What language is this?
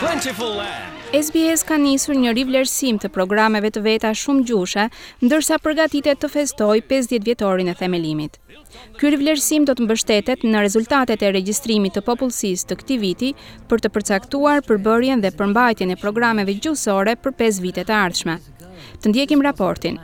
Albanian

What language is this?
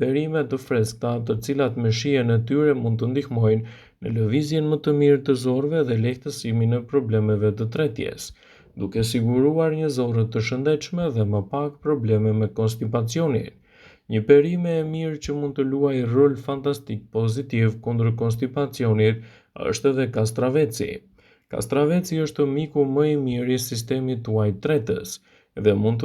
Albanian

